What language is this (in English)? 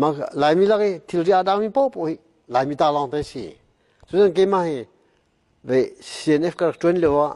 Hakha Chin